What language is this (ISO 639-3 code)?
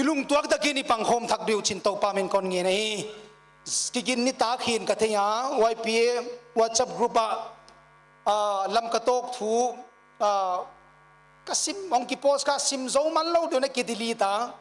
pck